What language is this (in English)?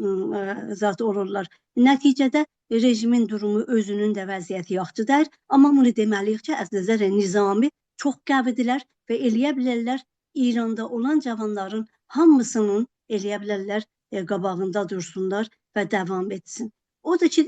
South Azerbaijani